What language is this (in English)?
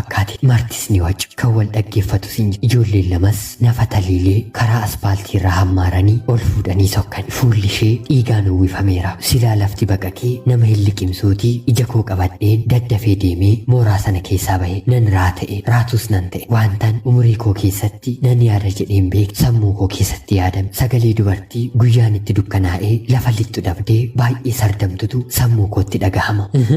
Oromo